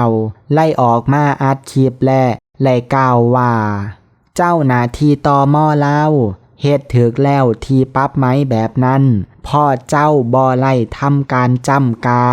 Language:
Lao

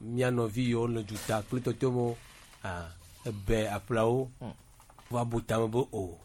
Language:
Gen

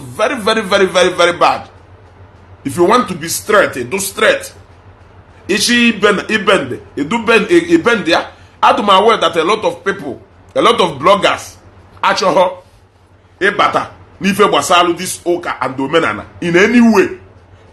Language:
Igbo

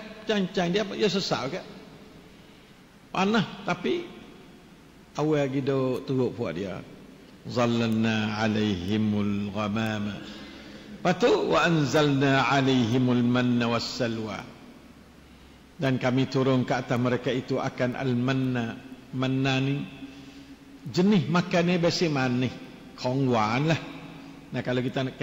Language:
Malay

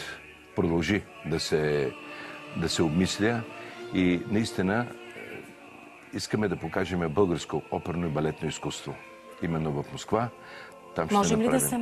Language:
Bulgarian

